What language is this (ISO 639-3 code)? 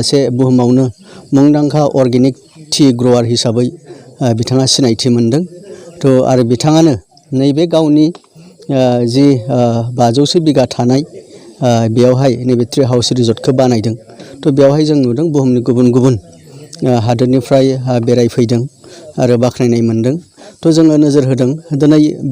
brx